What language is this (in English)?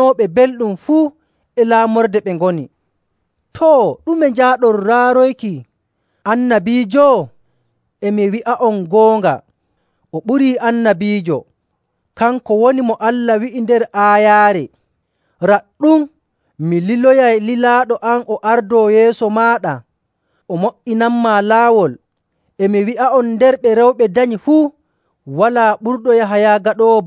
Nigerian Fulfulde